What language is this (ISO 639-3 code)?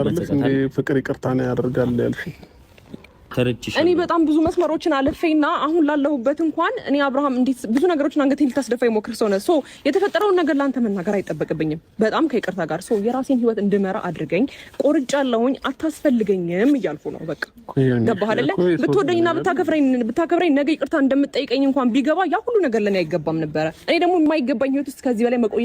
amh